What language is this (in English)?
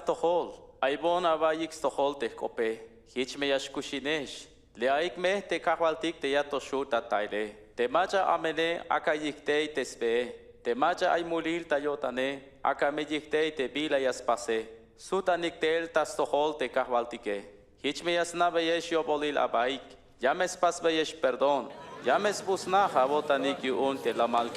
Tzeltal